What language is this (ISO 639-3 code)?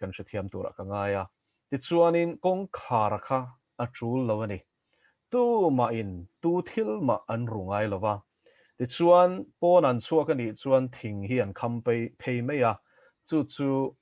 lus